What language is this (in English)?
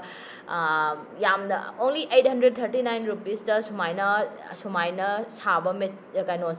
Manipuri